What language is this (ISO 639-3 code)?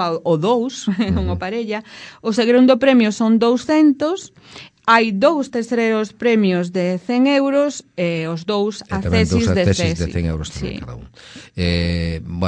glg